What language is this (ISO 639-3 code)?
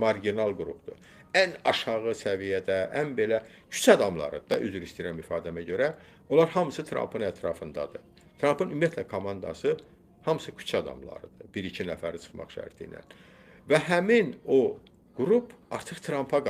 aze